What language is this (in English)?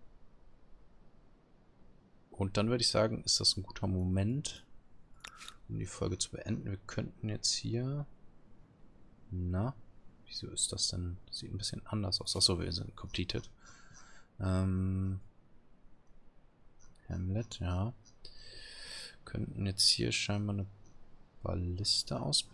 German